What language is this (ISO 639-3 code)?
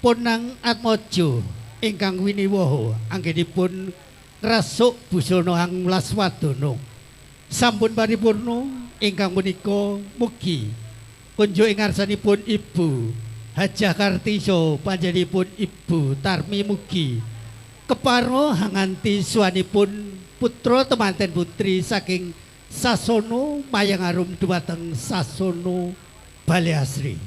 jav